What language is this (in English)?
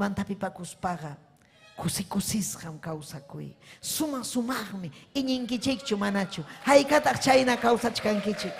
Ayacucho Quechua